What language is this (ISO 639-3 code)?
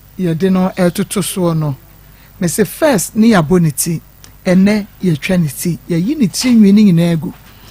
aka